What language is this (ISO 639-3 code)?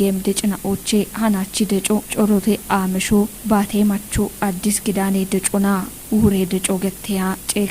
kbr